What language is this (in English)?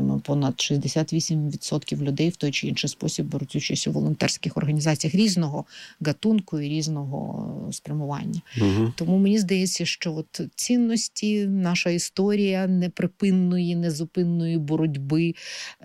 Ukrainian